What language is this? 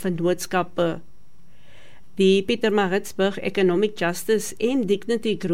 Afrikaans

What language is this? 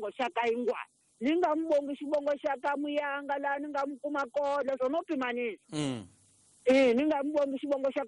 Tsonga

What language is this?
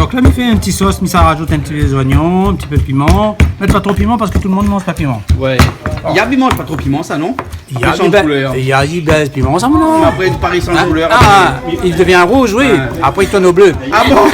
Réunion Creole French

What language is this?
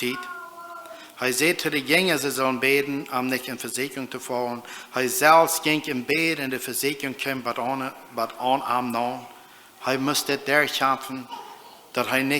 Plautdietsch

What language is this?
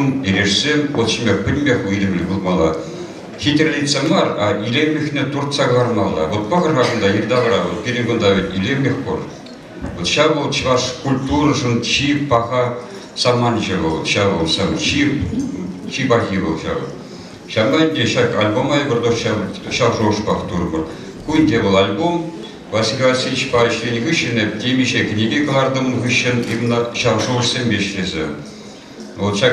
Chuvash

